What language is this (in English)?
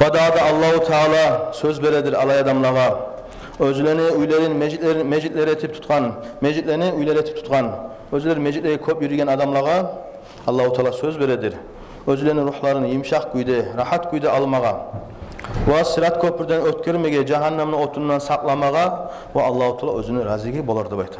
Kumyk